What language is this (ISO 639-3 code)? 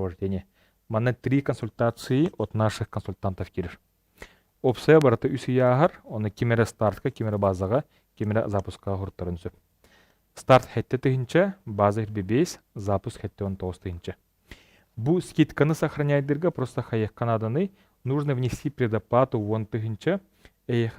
sah